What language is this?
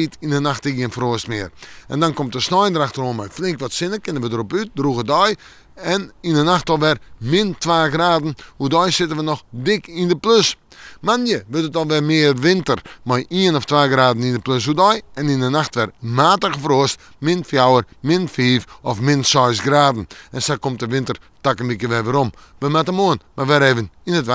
Western Frisian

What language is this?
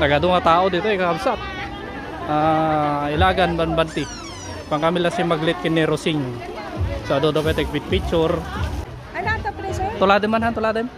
Iloko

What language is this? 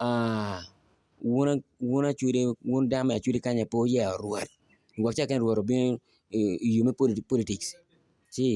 Acoli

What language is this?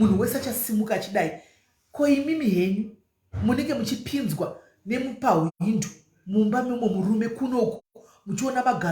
Shona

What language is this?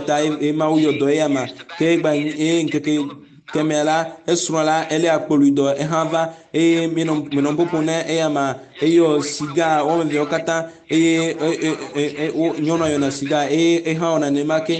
Ewe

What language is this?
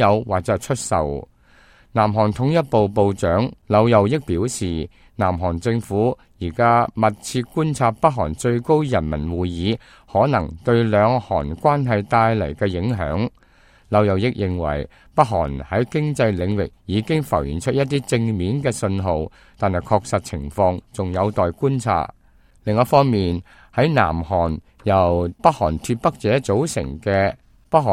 Cantonese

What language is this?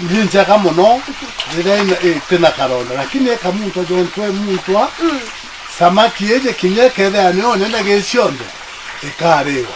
Meru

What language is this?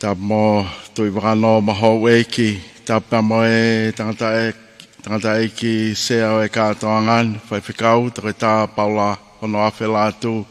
Tongan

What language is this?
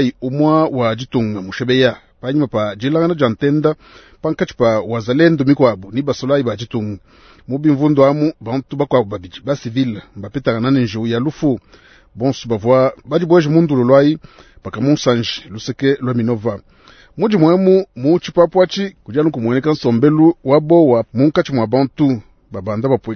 Luba-Lulua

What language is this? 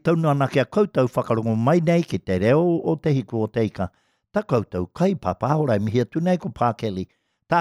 Māori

